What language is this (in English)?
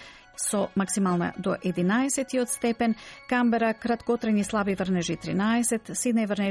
Macedonian